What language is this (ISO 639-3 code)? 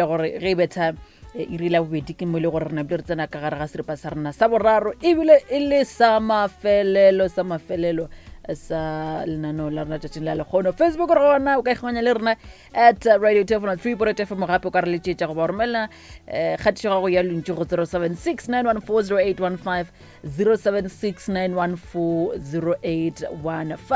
nso